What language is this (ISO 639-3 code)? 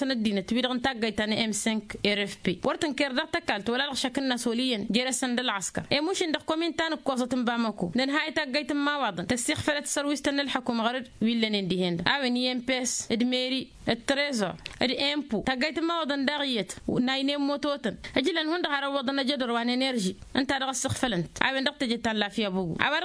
taq